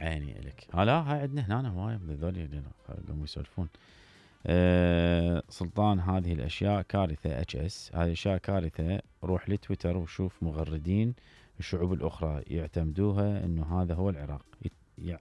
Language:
Mesopotamian Arabic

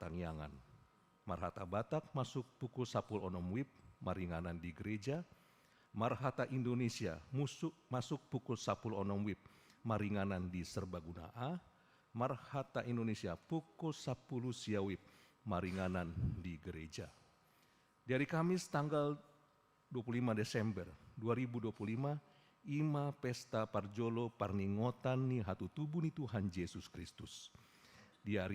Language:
Batak Toba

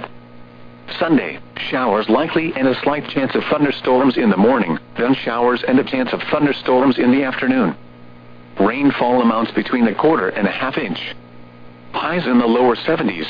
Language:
English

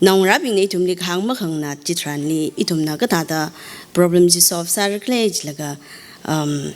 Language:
Tangkhul Naga (India)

